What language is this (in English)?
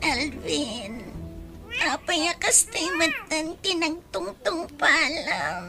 Iloko